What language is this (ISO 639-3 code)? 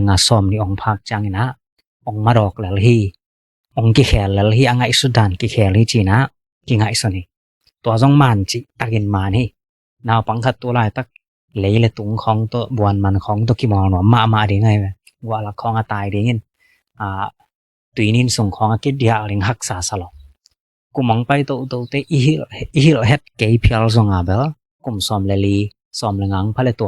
ctd